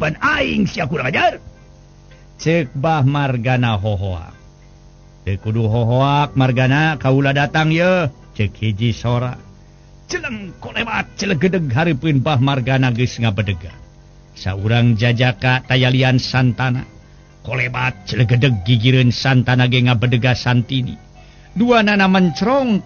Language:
Sundanese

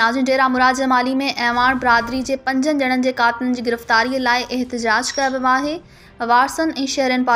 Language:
Sindhi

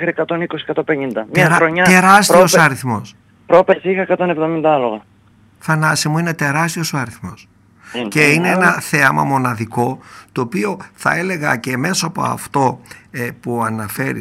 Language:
Greek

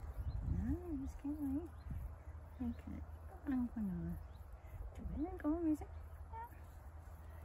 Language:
Danish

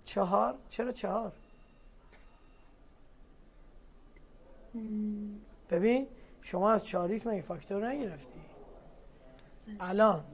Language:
Persian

